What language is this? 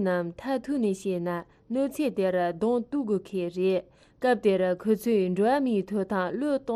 Tibetan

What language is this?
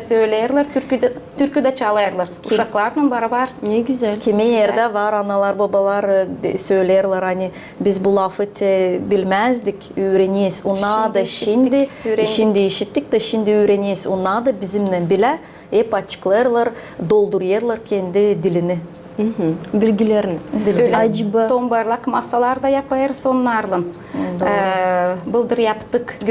Gagauz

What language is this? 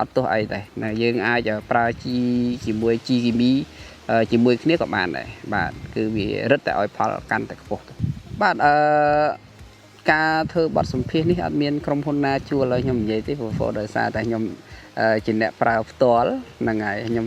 Khmer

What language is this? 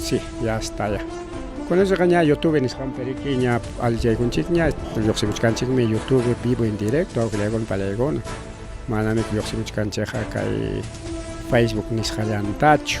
Ayacucho Quechua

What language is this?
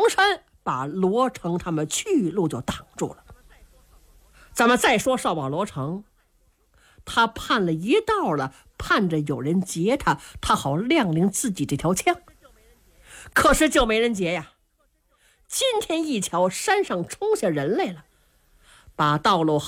Chinese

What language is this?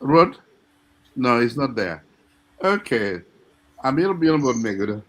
Acoli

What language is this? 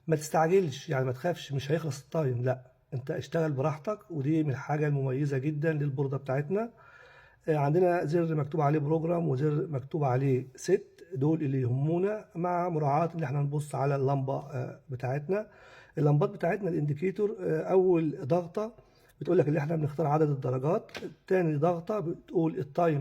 Egyptian Arabic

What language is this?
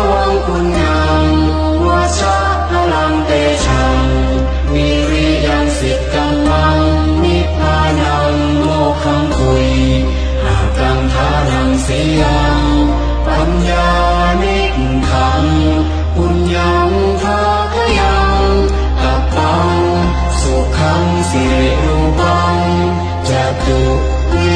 Pali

